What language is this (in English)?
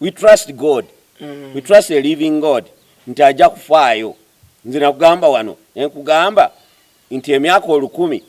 Ganda